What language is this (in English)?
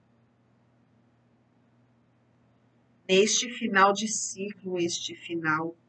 Portuguese